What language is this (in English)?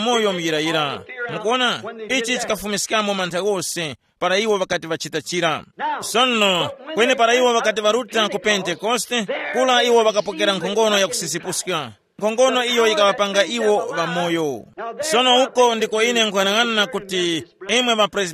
Tumbuka